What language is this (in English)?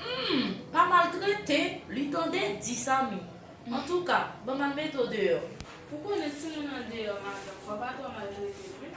Haitian Creole